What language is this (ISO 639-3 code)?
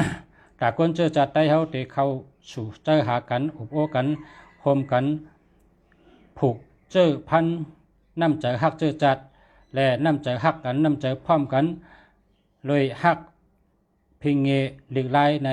shn